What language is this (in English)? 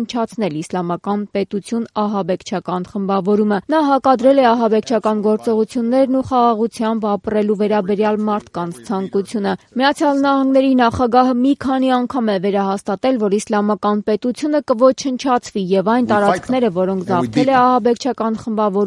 Armenian